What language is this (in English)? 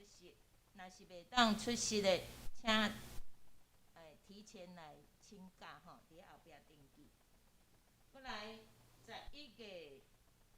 Min Nan Chinese